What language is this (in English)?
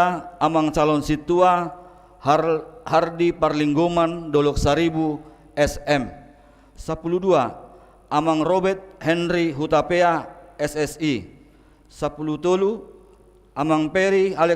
Batak Toba